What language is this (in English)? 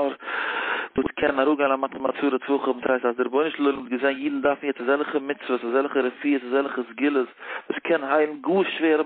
Yiddish